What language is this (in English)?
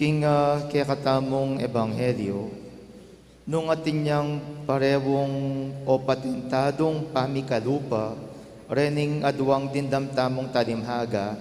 Pampanga